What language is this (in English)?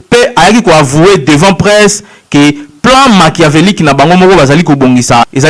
Lingala